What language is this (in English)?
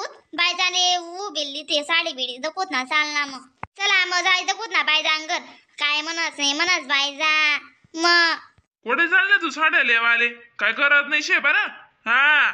Khandesi